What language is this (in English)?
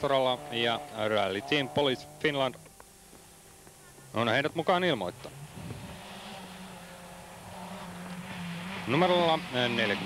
Finnish